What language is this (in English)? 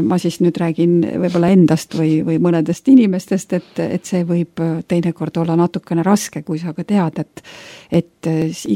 Estonian